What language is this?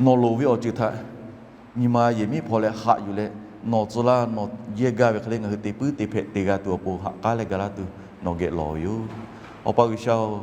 Lahu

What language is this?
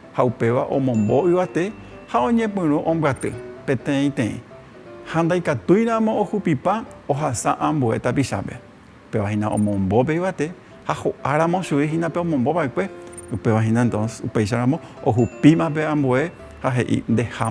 Guarani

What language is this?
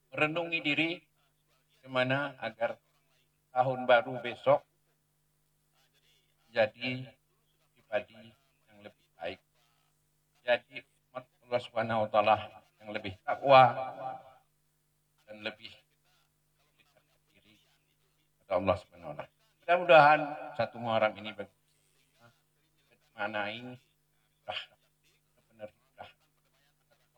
Indonesian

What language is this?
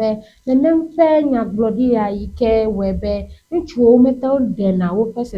Ewe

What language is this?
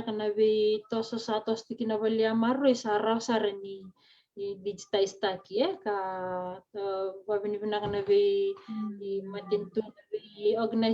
Fijian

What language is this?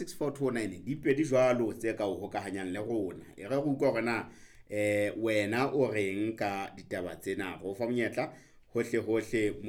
Southern Sotho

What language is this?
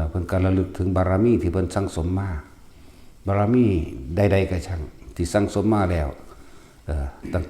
Northeastern Thai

